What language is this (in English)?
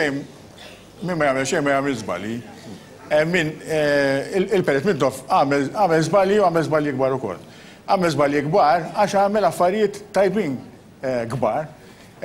Maltese